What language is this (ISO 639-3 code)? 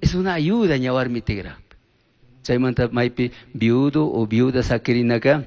qug